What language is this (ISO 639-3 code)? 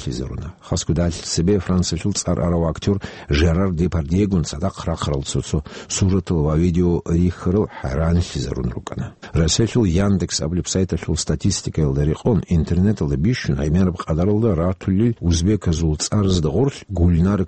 ava